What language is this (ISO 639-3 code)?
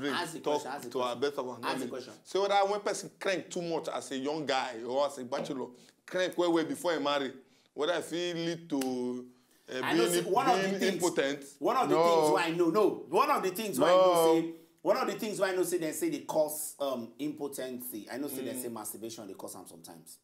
pcm